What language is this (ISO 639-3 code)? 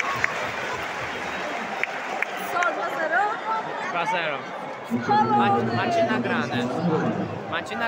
pol